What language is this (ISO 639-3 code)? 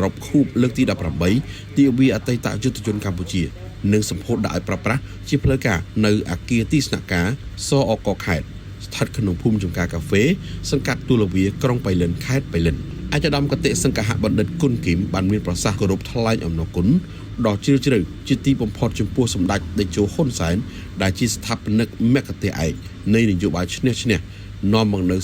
khm